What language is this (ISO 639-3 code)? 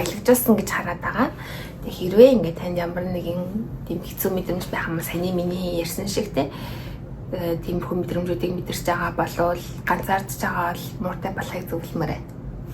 mon